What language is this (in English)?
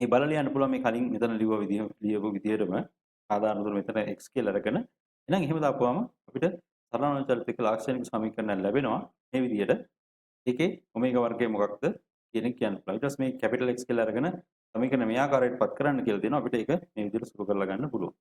Sinhala